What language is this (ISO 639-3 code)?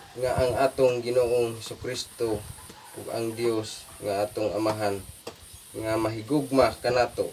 ceb